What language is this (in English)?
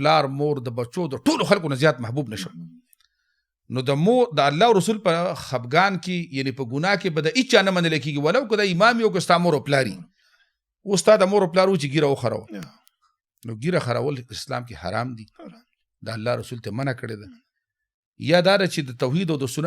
Pashto